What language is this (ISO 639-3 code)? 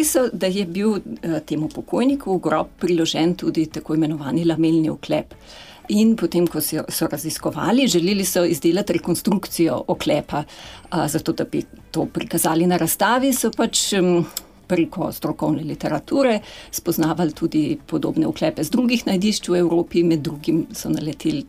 slv